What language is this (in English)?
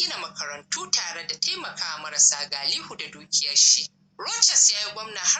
Hausa